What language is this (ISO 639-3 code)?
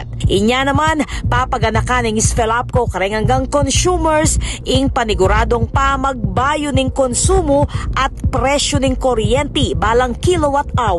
pam